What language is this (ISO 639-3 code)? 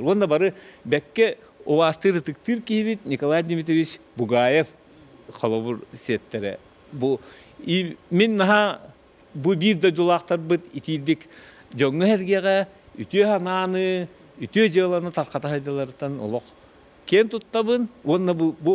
sah